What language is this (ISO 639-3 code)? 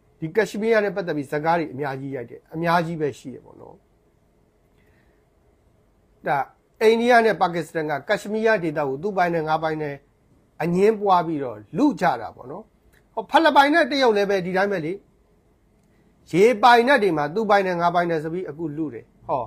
mya